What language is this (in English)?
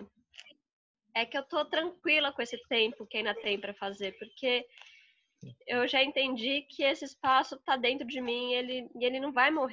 Portuguese